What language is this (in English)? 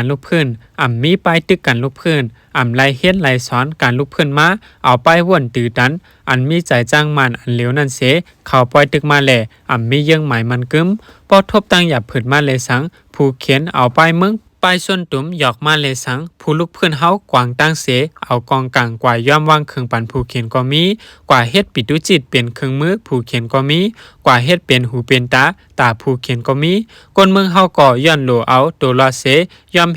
Shan